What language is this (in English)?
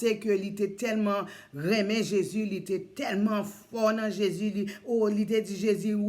Haitian Creole